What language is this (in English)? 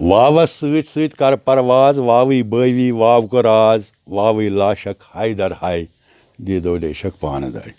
Kashmiri